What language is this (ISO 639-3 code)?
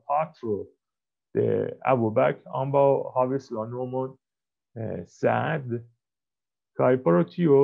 epo